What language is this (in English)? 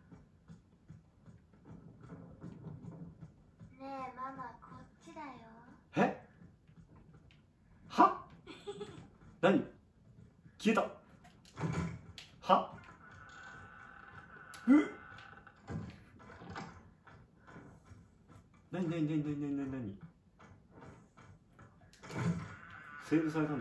Japanese